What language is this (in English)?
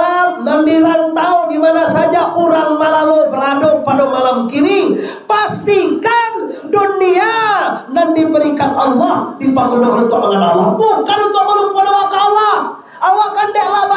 Minangkabau